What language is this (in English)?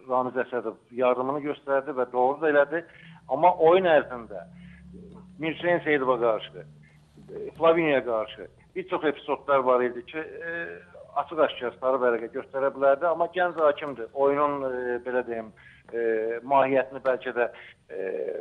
Azerbaijani